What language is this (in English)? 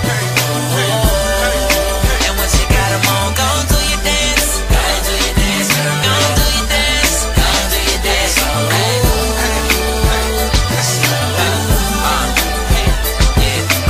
English